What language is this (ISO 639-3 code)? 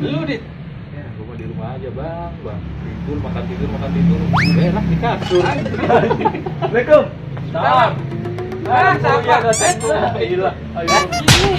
bew